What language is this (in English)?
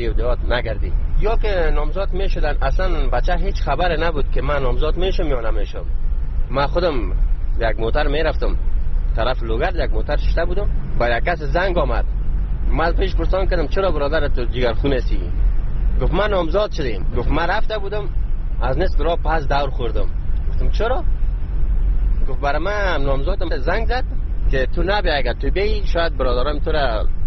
Persian